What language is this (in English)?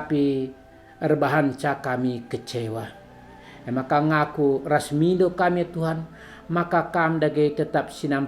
Batak Karo